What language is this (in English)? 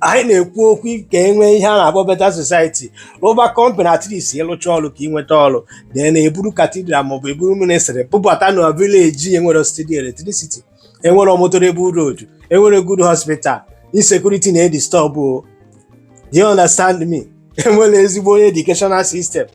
Igbo